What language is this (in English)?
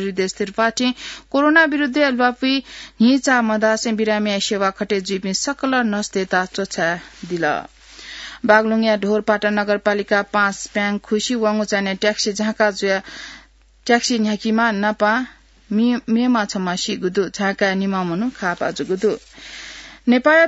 Newari